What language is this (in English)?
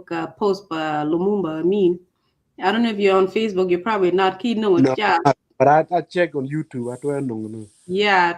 Acoli